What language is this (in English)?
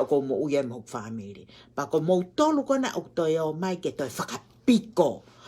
Tongan